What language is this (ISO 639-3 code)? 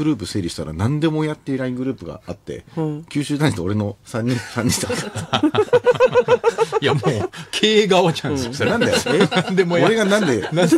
jpn